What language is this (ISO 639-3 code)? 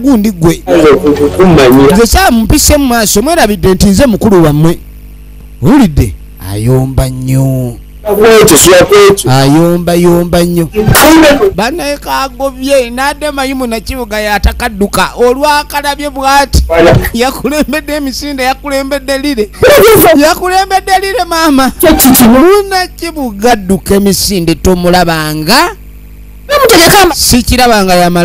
lug